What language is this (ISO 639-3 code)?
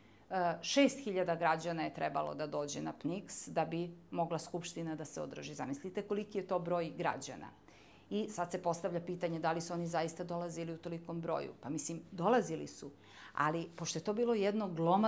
srp